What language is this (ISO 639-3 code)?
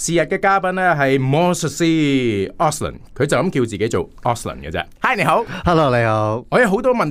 yue